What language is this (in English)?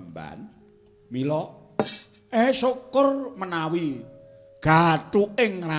Javanese